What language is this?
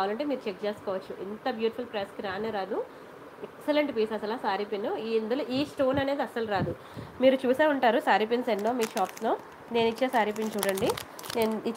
Telugu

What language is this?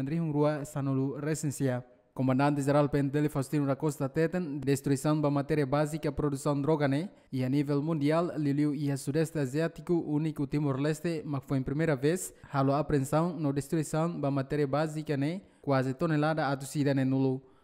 Tetum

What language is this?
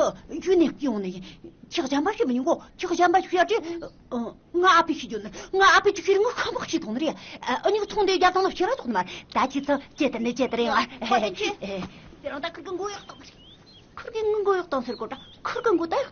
Tibetan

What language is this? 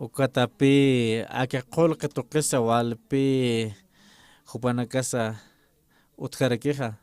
Aymara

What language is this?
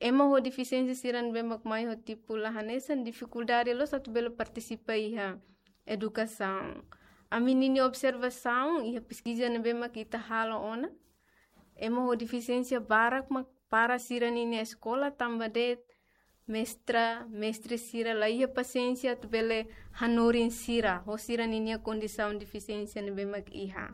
Tetum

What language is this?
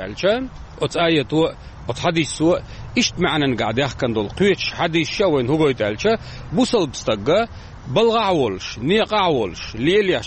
Chechen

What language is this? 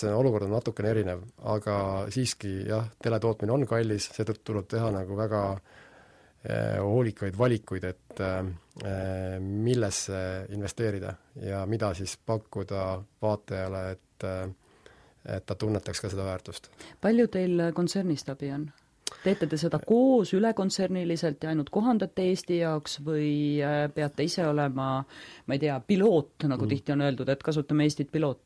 Estonian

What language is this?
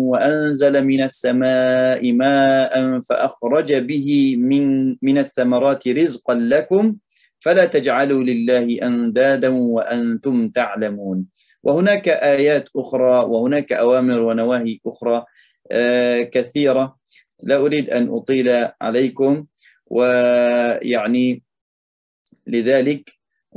Arabic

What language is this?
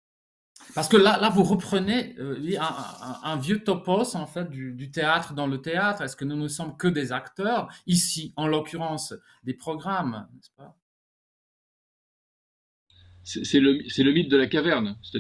French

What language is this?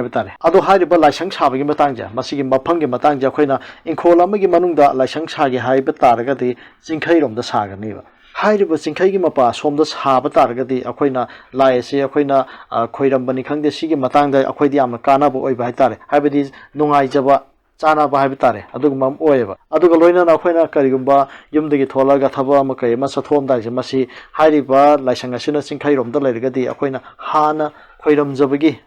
Manipuri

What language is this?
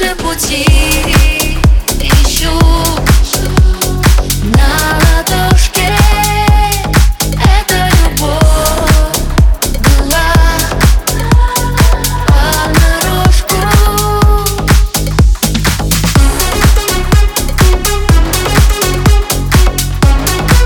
Russian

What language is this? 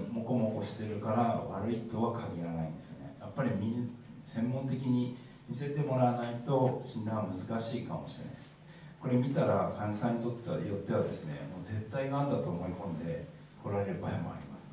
Japanese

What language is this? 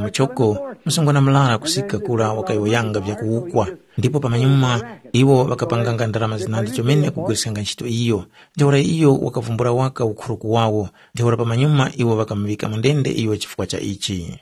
Tumbuka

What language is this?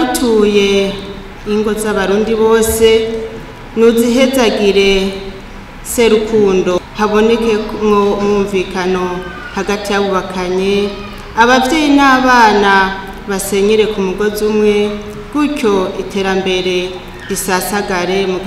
Rundi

